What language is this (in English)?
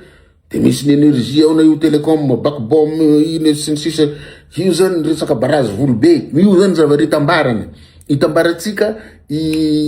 Malagasy